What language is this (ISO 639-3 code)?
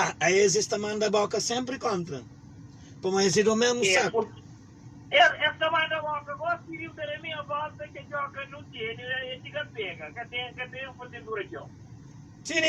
kea